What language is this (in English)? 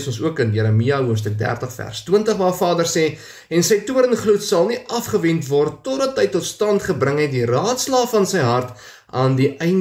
Afrikaans